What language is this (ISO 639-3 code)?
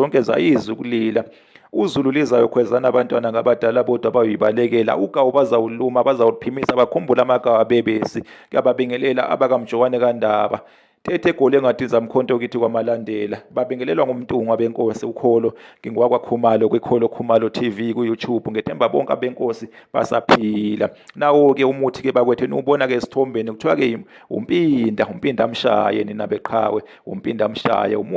zul